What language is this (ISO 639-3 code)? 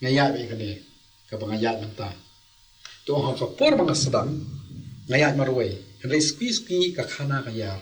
kha